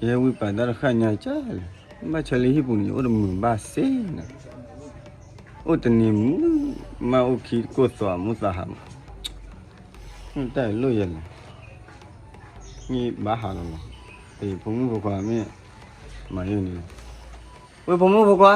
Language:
S'gaw Karen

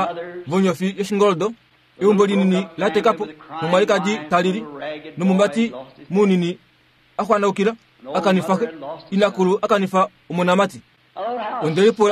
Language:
Kuanyama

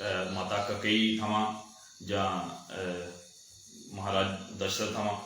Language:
Dogri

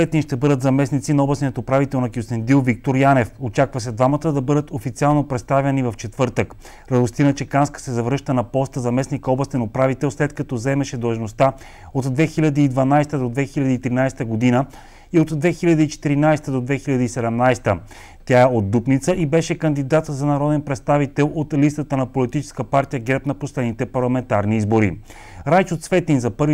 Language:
Bulgarian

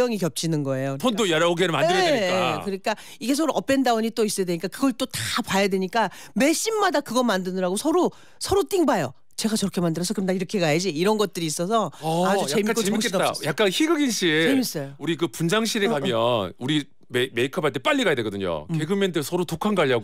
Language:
Korean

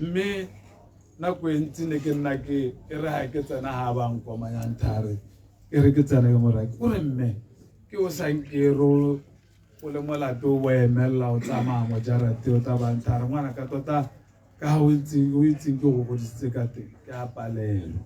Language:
Tswana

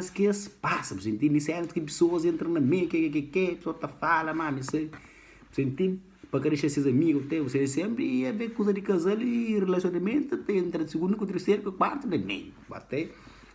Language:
Kabuverdianu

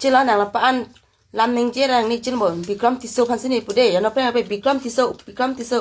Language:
Karbi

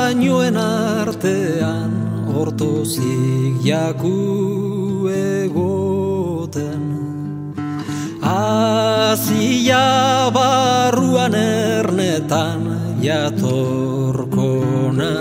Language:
Basque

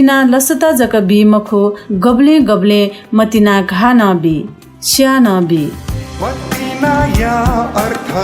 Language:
Newari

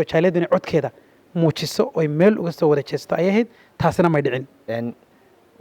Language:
Somali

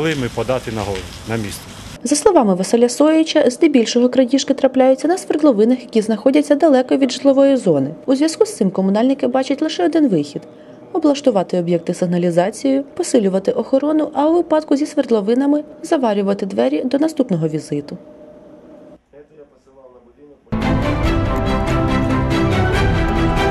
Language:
Ukrainian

